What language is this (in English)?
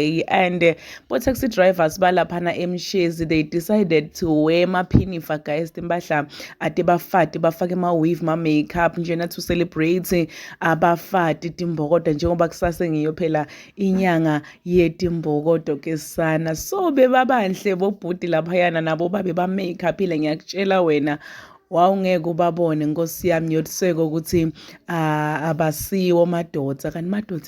Zulu